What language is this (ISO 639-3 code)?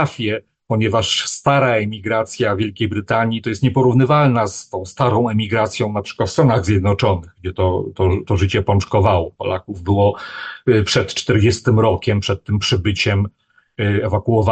pol